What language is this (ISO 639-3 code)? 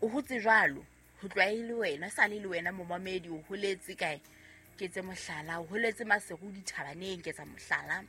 sot